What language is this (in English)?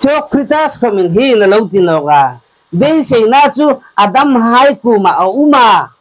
Hmar